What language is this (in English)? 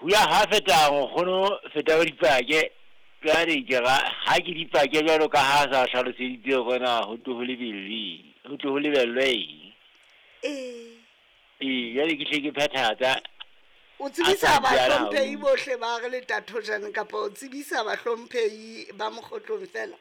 Southern Sotho